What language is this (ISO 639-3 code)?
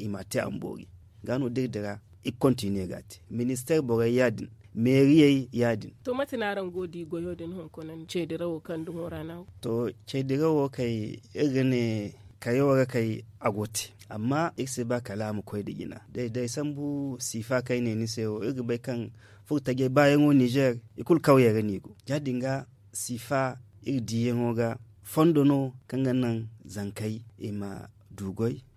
dje